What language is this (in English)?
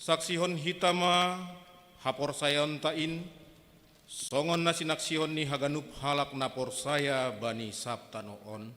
Batak Simalungun